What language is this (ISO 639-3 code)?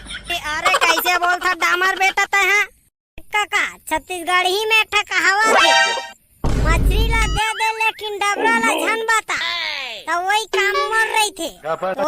hne